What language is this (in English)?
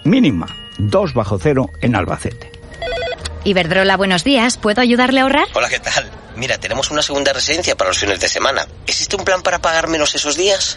Spanish